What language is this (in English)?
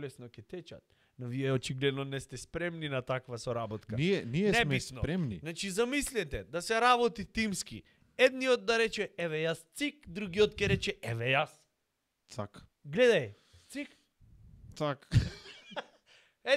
Macedonian